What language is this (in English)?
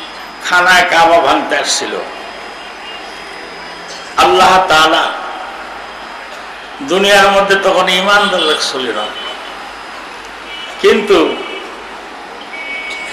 Bangla